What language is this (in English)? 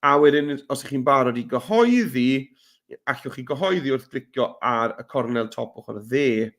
Welsh